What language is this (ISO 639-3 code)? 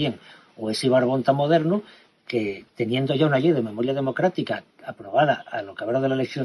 ast